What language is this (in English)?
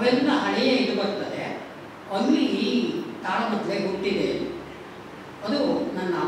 Kannada